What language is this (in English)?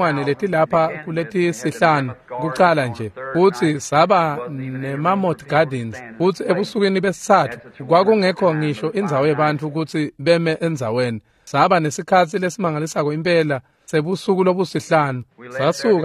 Swati